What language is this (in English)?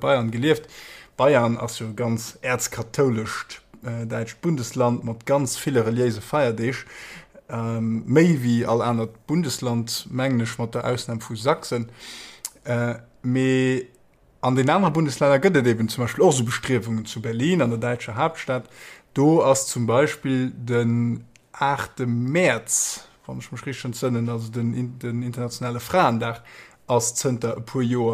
Luxembourgish